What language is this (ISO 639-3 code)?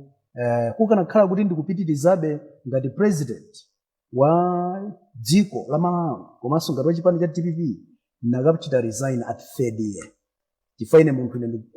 nya